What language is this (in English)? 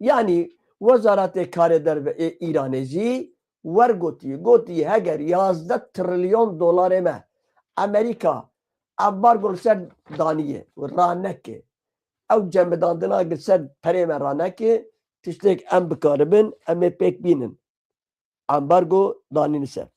Kurdish